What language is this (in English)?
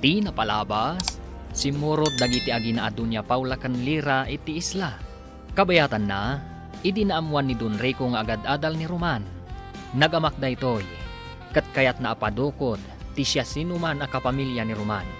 Iloko